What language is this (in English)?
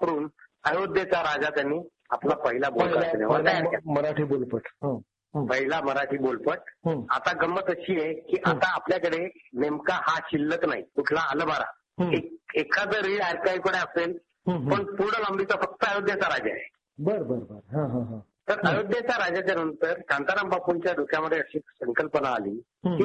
Marathi